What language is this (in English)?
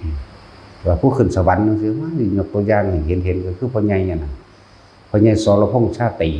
Northeastern Thai